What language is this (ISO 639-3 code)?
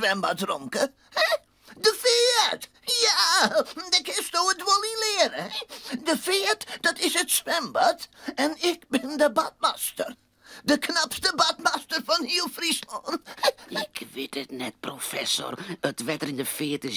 fry